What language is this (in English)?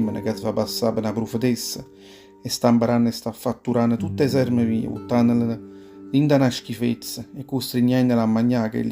Neapolitan